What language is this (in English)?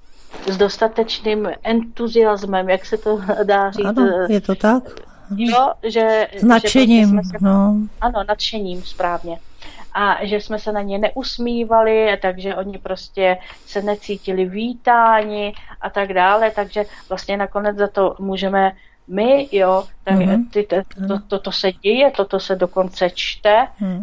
Czech